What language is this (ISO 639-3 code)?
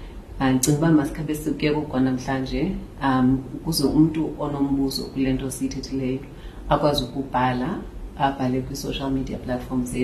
xho